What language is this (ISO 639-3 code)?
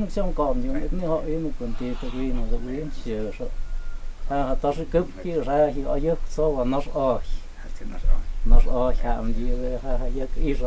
mto